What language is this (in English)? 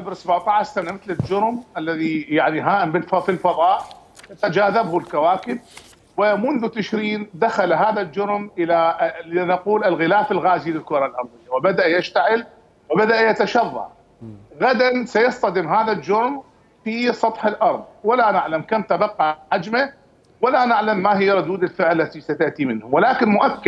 Mesopotamian Arabic